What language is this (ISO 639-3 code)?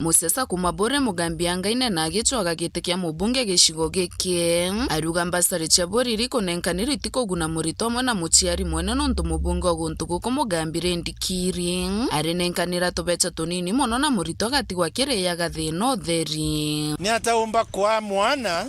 mer